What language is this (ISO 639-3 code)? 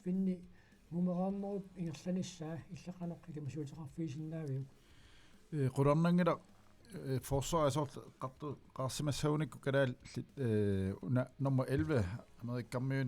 kal